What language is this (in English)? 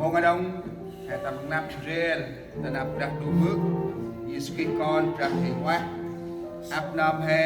Central Mnong